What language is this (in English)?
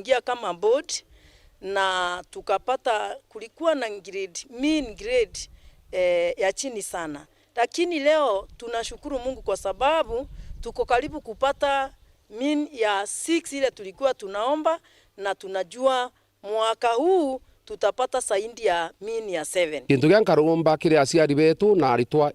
Meru